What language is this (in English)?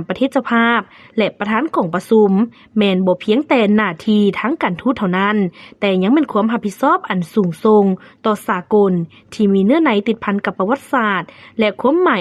Lao